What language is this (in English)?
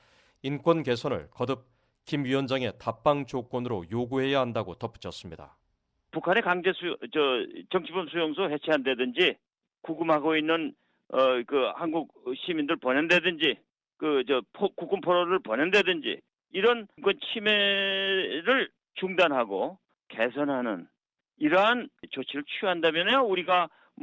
Korean